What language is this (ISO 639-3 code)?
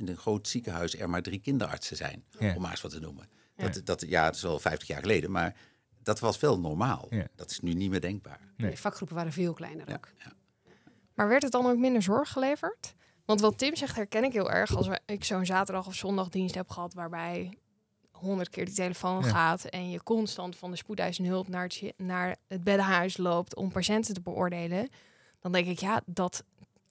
nld